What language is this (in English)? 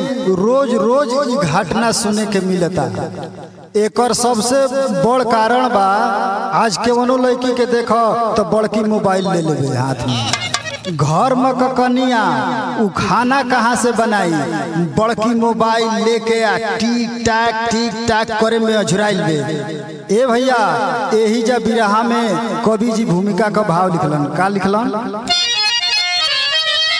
Bhojpuri